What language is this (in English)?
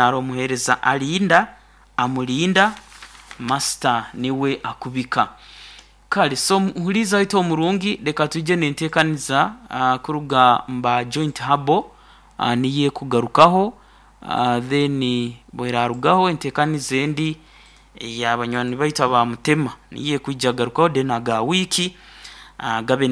Nyankole